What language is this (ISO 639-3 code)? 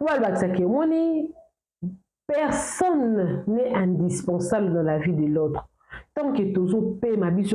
lin